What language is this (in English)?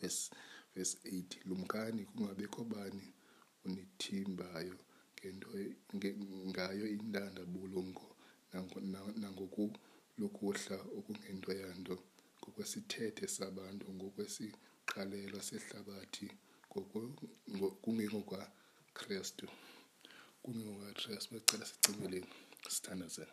Xhosa